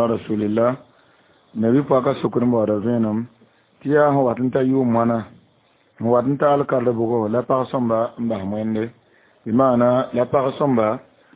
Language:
Mossi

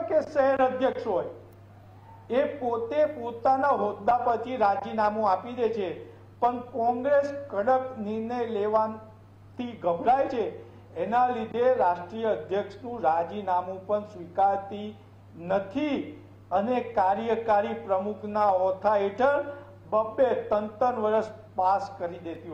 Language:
Gujarati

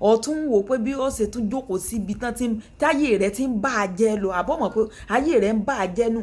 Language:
Yoruba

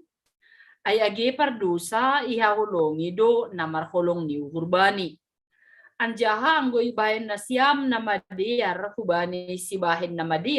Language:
Batak Simalungun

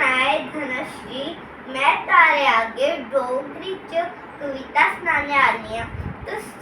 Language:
Dogri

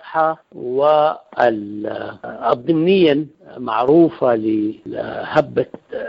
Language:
Sudanese Arabic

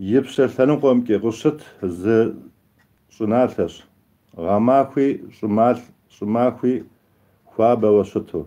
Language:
Kabardian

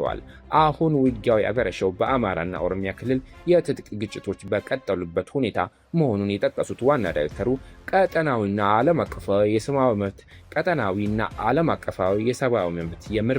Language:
Amharic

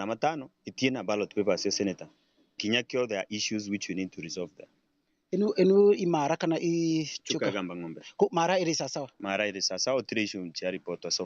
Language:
Meru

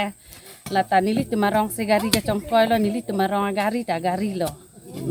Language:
Karbi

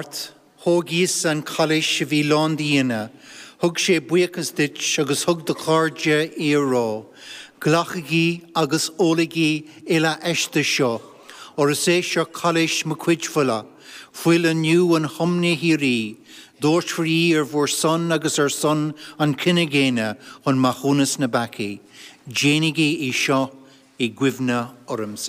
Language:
Irish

